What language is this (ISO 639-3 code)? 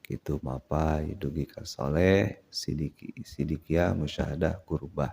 sun